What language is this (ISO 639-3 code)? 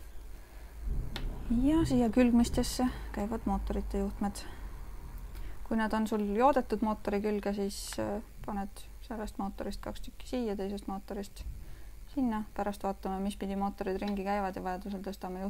est